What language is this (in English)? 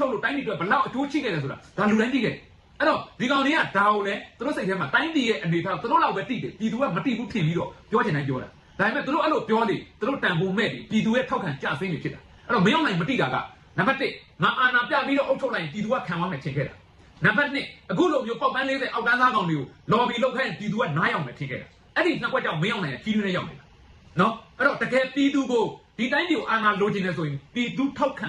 Burmese